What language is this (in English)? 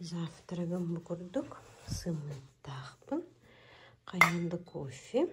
Yakut